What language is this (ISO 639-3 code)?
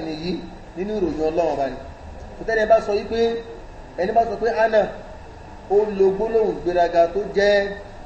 yor